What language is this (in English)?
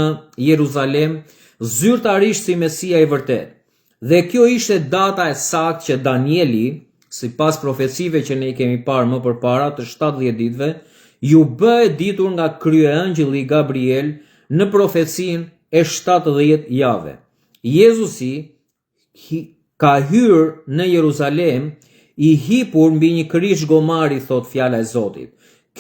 Albanian